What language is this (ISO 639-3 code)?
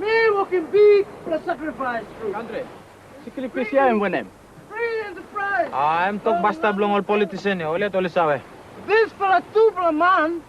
tpi